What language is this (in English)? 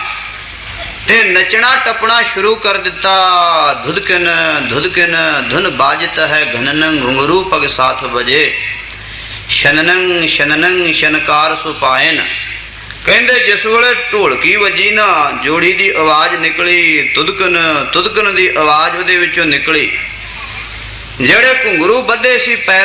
Punjabi